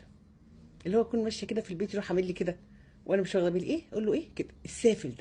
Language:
Egyptian Arabic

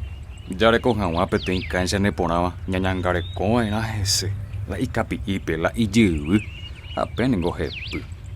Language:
Guarani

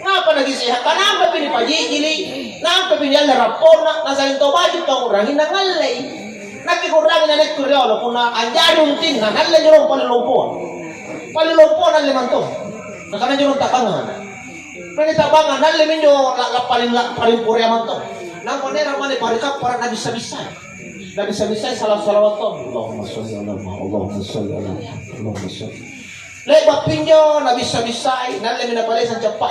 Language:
Makasar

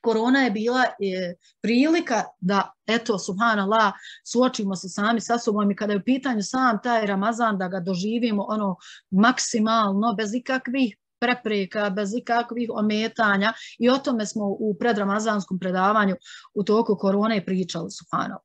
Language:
Bosnian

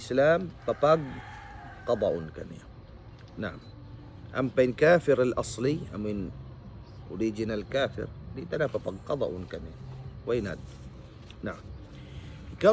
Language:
Tausug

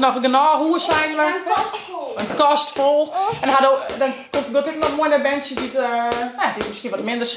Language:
Western Frisian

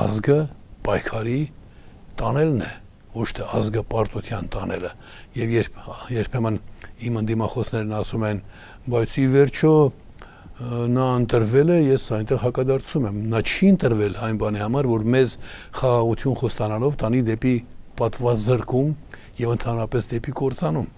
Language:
Armenian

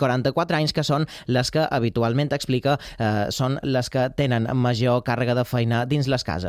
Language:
Catalan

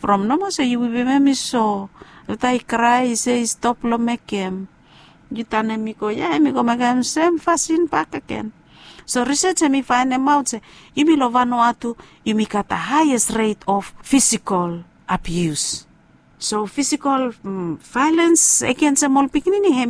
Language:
Bislama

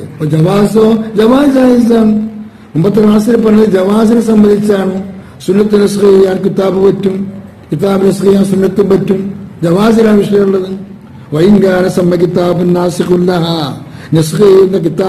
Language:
Malayalam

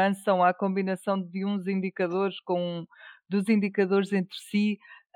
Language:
Portuguese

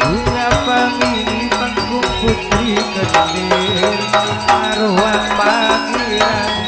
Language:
Madurese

